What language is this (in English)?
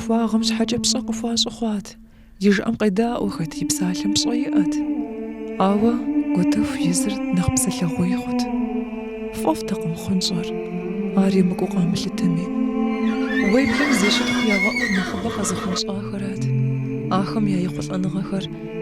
Kabardian